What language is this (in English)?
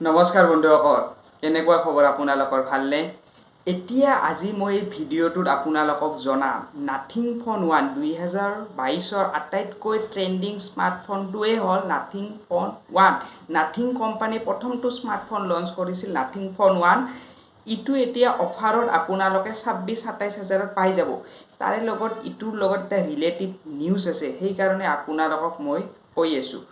Assamese